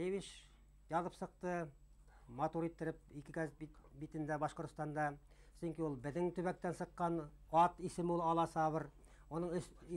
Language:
Bashkir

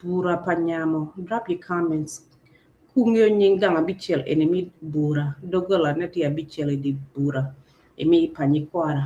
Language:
Acoli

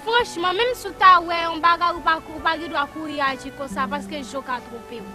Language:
Haitian Creole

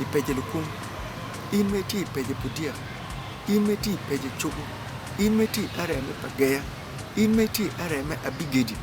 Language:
Acoli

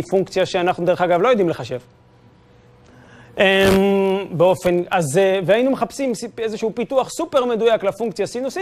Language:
Hebrew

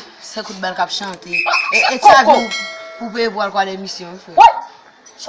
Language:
Haitian Creole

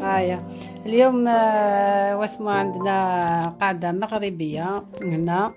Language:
Algerian Arabic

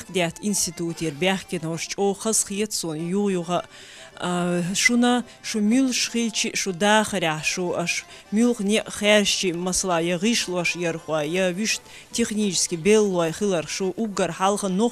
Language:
Chechen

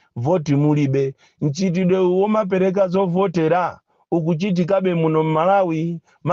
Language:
Nyanja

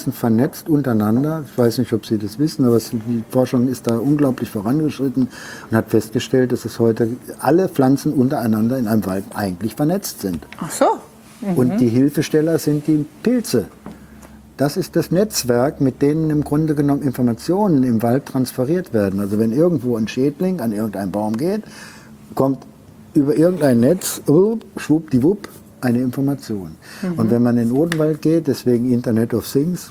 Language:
German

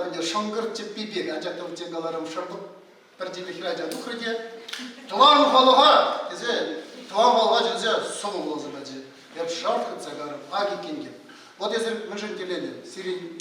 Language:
Chuvash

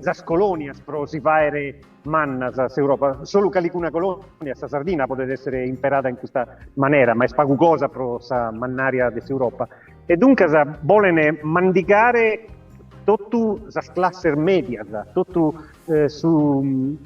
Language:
Sardinian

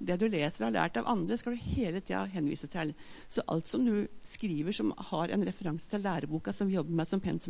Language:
Norwegian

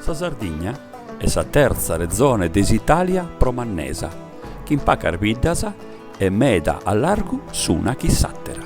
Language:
Sardinian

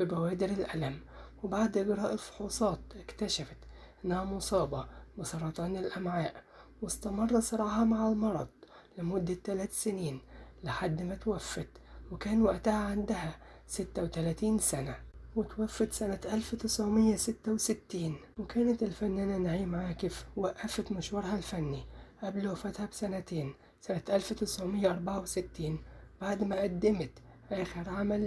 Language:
Egyptian Arabic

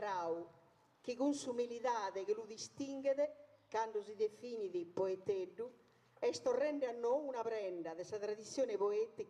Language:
Sardinian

